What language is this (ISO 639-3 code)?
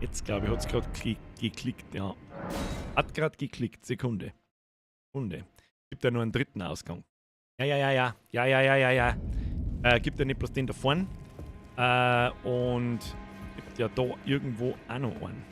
bar